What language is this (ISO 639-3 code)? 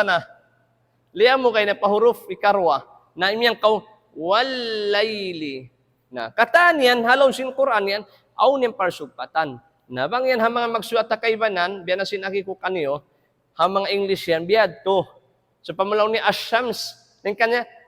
tsg